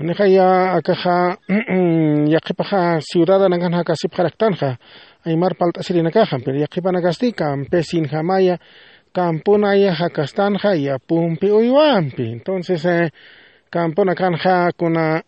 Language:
Aymara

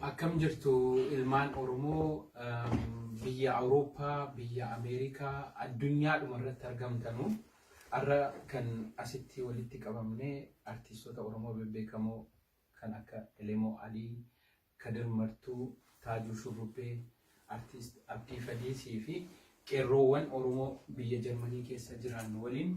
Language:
Oromo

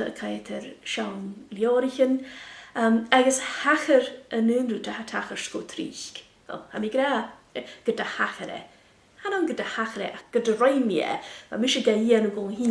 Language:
Scottish Gaelic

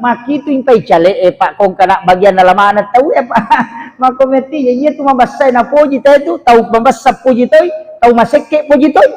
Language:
Buginese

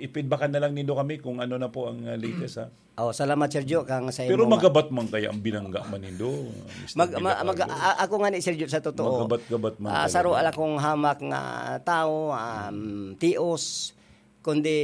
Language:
Bikol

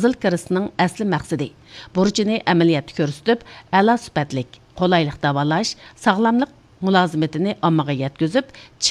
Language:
Uyghur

